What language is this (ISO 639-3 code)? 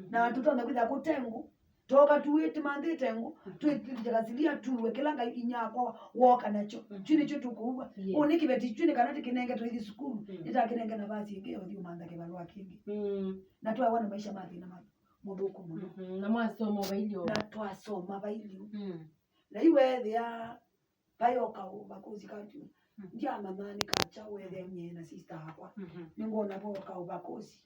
kam